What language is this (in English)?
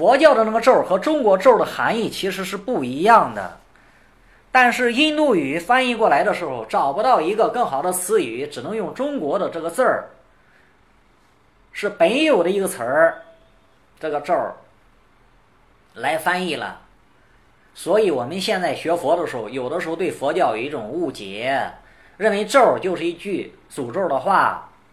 Chinese